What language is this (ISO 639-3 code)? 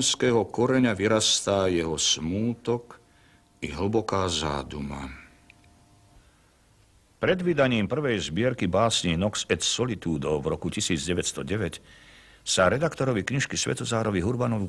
slk